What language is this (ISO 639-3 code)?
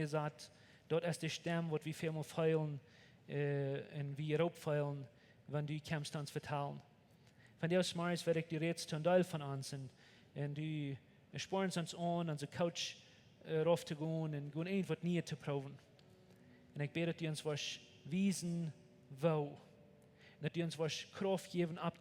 pdt